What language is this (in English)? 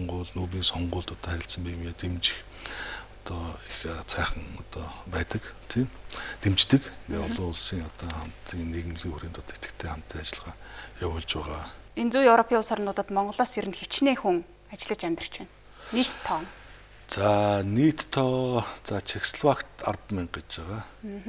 Mongolian